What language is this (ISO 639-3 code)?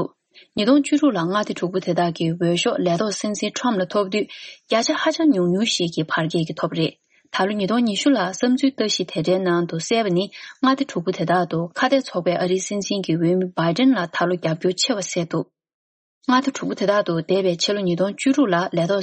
bod